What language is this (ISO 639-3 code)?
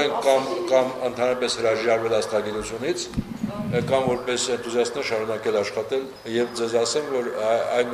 hye